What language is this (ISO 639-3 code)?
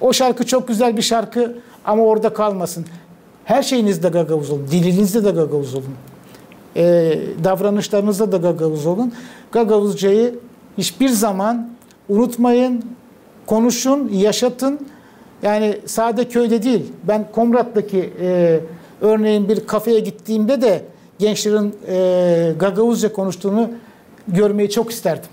gag